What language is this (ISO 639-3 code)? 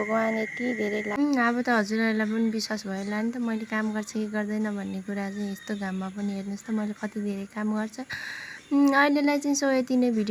nep